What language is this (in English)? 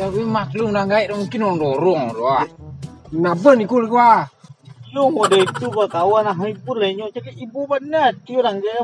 Minangkabau